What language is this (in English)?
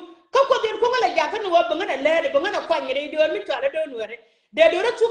Nuer